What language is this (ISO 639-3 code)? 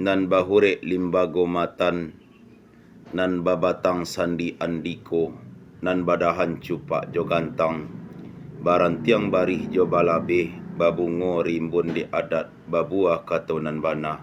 min